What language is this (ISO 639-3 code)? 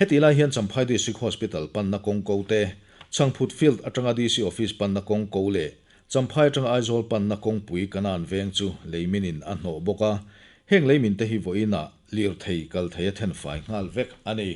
lus